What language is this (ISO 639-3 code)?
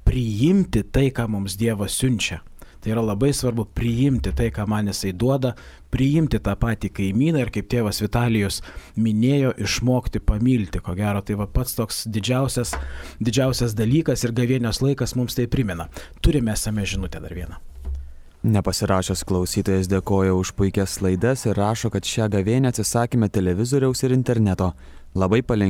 lit